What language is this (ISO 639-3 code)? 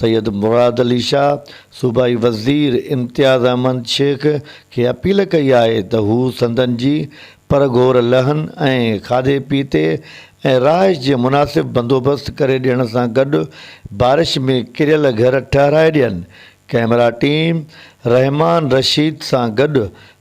snd